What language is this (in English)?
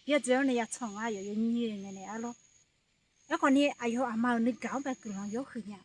Akha